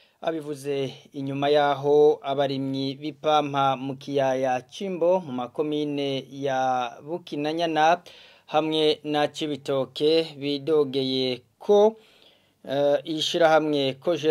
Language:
Rundi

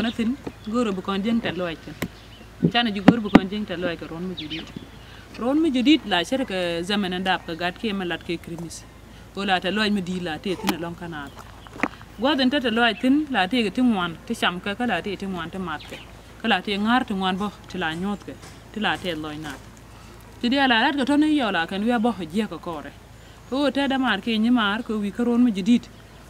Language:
Nuer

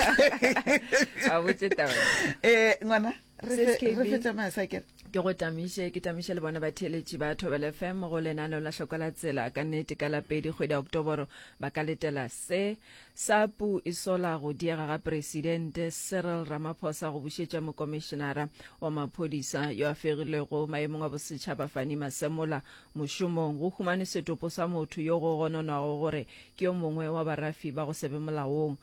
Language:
Northern Sotho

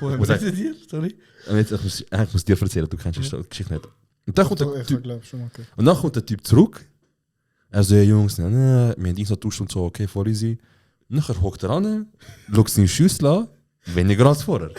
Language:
Swiss German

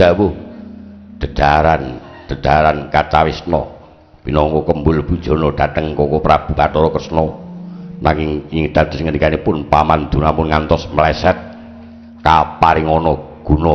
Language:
Javanese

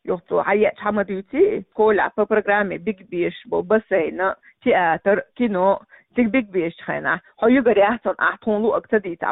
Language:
Chechen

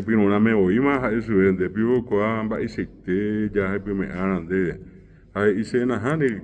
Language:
Guarani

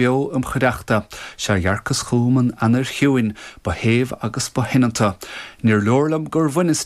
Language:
Irish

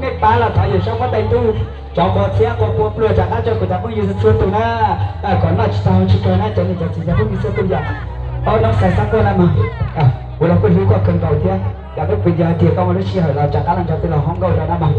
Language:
Hmong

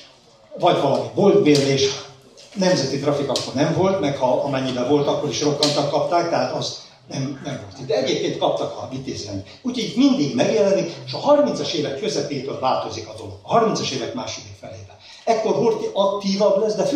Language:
Hungarian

